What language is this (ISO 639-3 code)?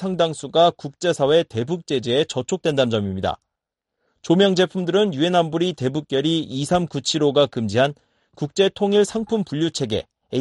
kor